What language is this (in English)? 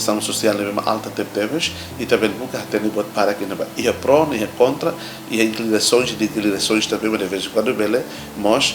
Tetum